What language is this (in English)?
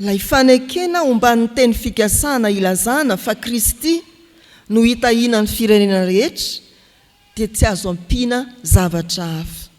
Malagasy